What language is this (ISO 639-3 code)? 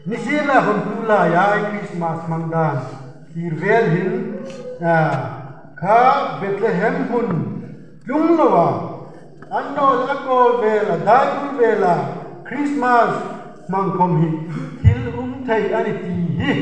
hmr